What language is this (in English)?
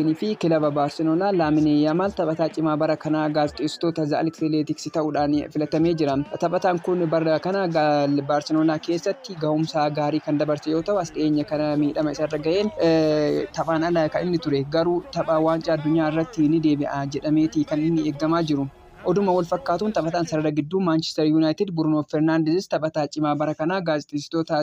Oromo